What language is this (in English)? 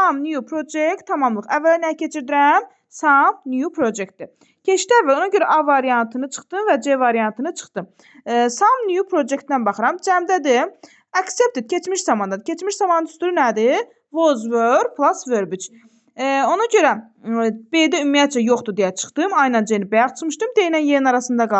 Azerbaijani